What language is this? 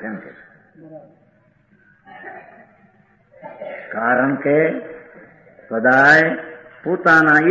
Gujarati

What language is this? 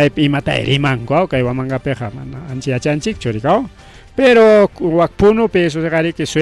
Ayacucho Quechua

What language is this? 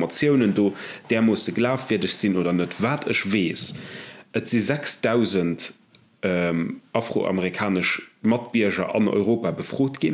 Luxembourgish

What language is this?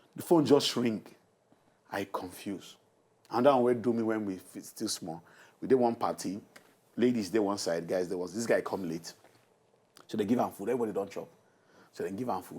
Nigerian Pidgin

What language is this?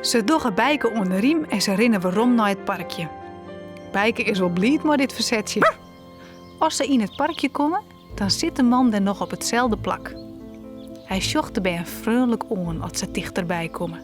Western Frisian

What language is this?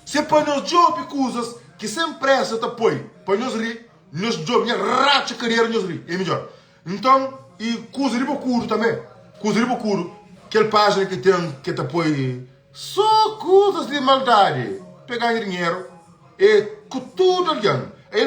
Kabuverdianu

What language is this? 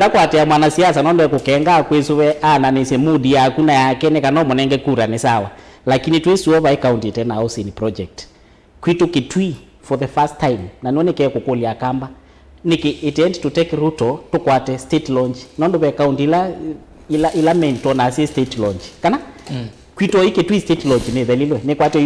Kamba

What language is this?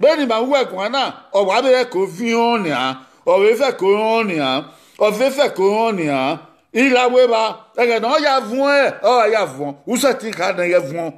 Bini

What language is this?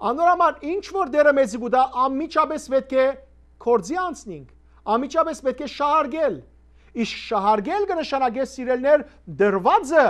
Western Armenian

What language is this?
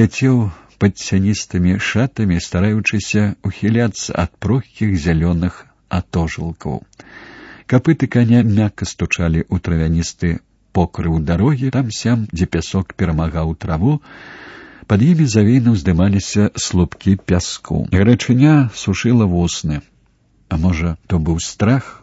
Belarusian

